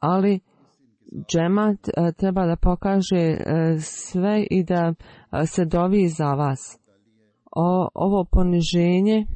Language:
Bosnian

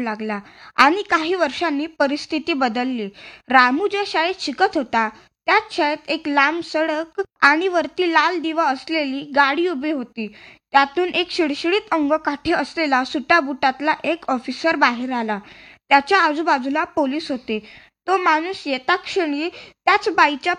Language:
Marathi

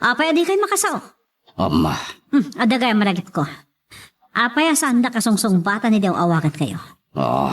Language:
Iloko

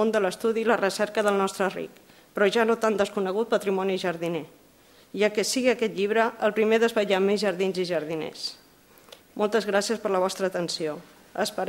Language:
Catalan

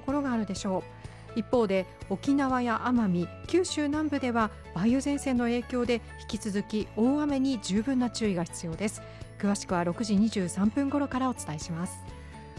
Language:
Japanese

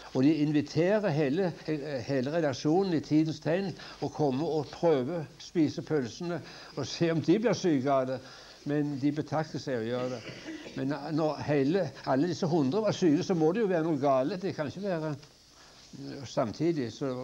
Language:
Norwegian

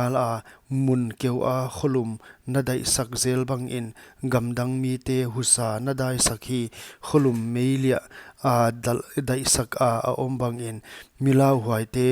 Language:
Paite Chin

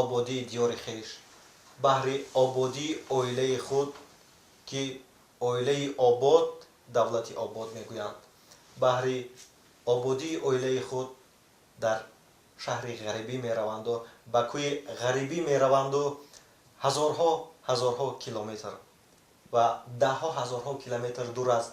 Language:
Tajik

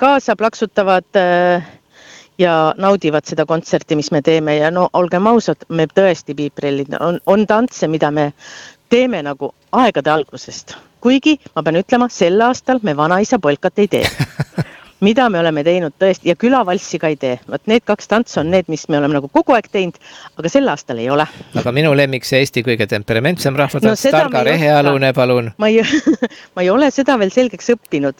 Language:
Estonian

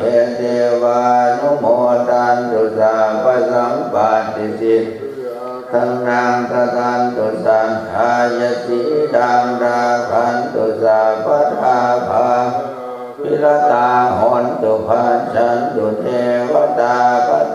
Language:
Pali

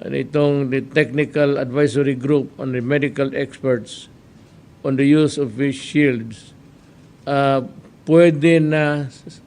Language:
Hiligaynon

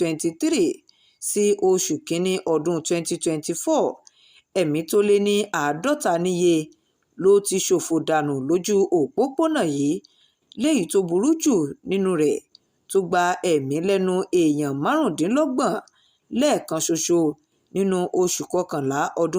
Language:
Yoruba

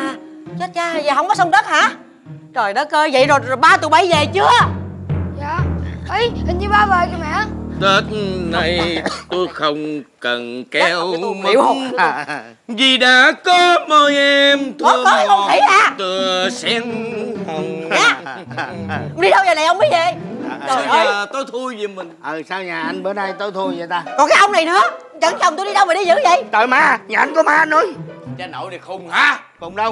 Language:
Vietnamese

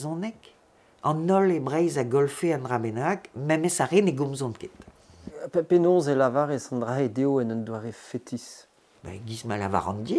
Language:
Breton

